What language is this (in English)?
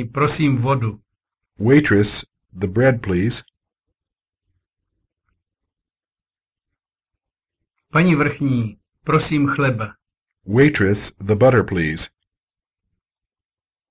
Czech